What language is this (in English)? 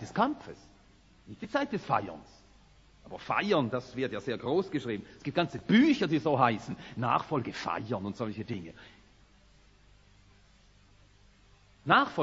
German